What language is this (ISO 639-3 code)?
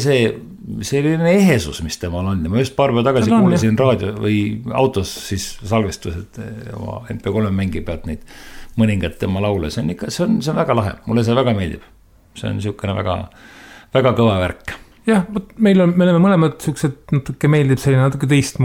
est